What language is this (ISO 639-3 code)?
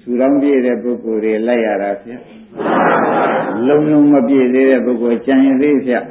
mya